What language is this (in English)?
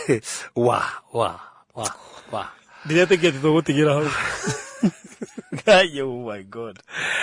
Kikuyu